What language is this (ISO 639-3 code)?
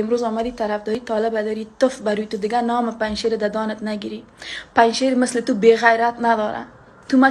fas